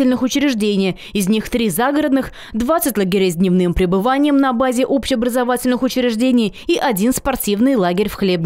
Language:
Russian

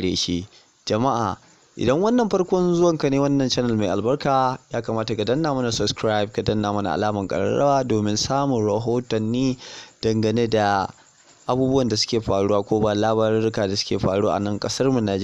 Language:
Hausa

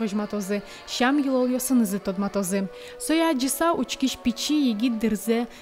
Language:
Udmurt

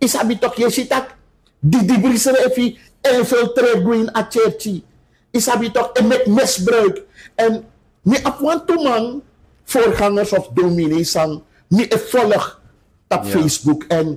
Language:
Sranan Tongo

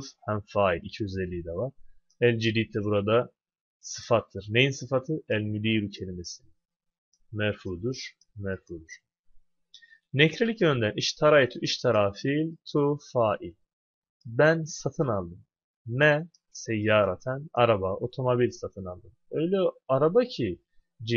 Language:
Turkish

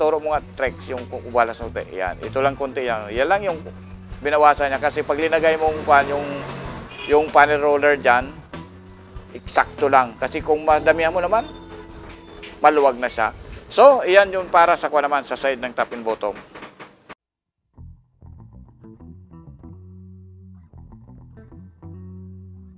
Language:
Filipino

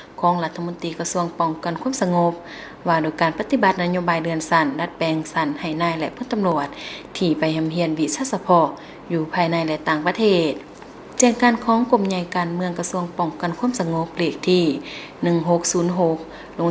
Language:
Lao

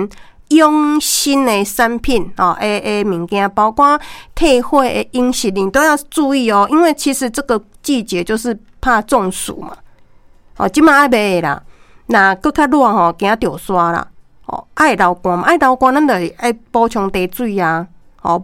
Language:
Min Nan Chinese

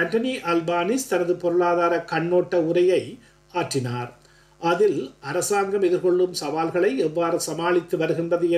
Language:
Tamil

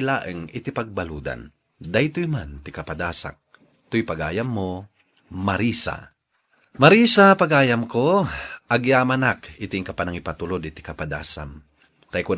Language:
Iloko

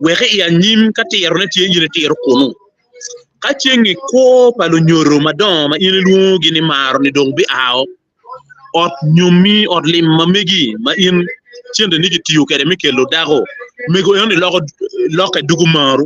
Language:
Acoli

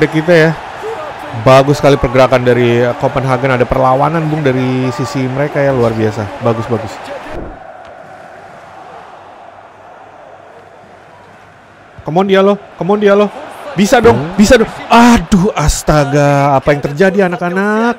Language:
Indonesian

